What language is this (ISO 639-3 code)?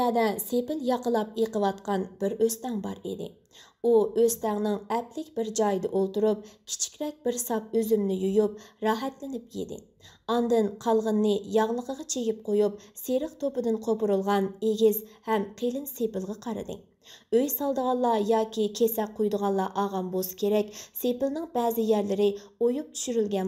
uig